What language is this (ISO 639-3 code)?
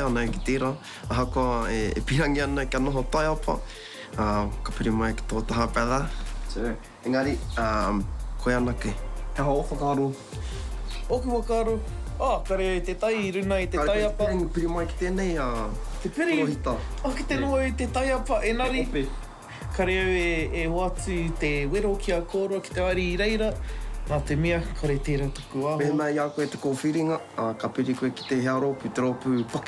mri